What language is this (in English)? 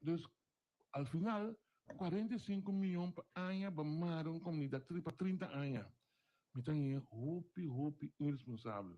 Papiamento